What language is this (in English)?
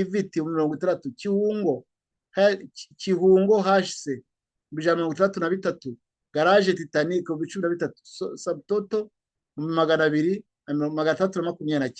Kinyarwanda